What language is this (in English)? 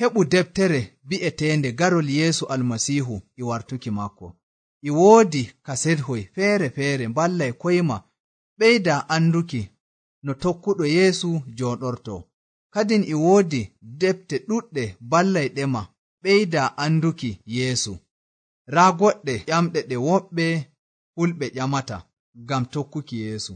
Nigerian Fulfulde